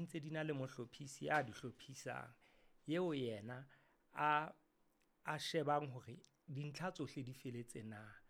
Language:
Southern Sotho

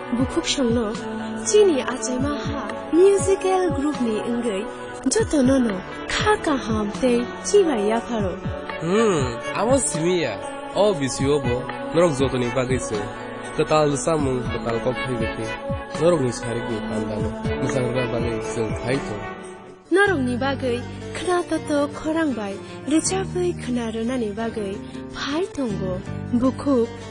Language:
Kok Borok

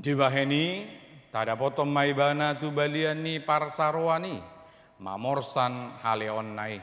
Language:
Batak Toba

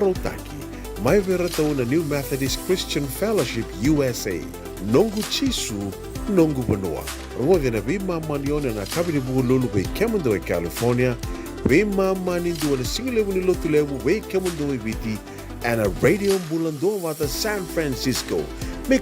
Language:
Fijian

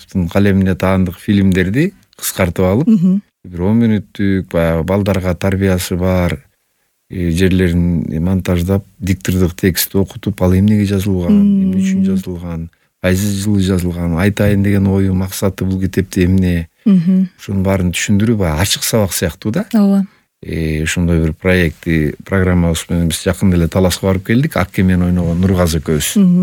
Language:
Kyrgyz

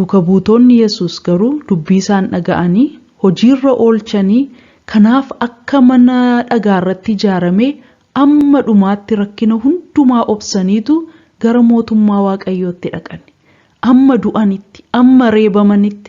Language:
Oromo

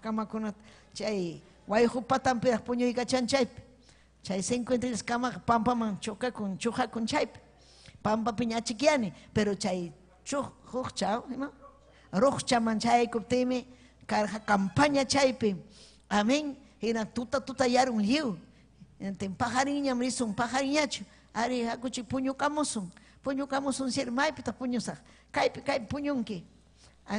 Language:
Ayacucho Quechua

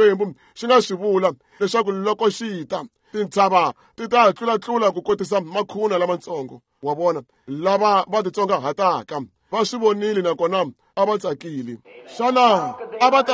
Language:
Tsonga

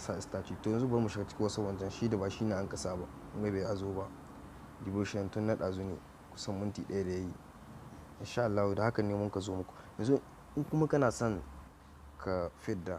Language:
Hausa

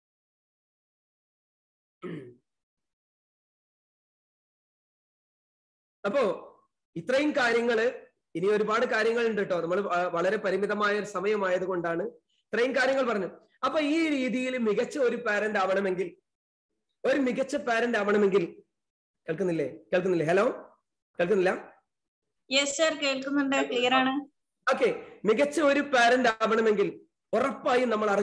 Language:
Malayalam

